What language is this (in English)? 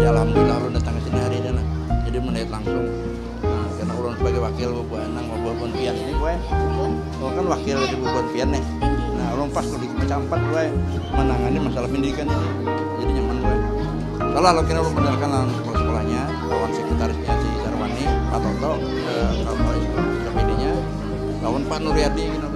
Banjar